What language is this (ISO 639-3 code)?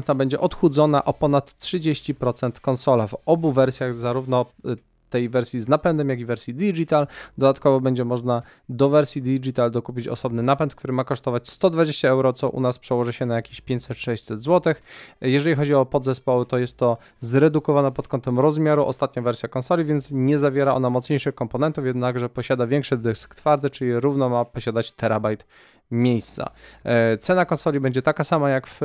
pol